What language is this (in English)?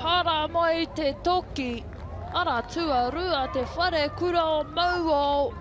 Māori